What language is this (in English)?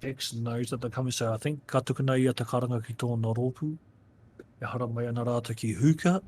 Māori